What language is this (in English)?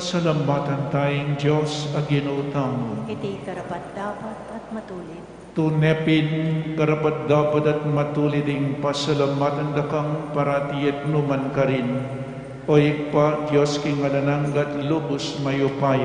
Pampanga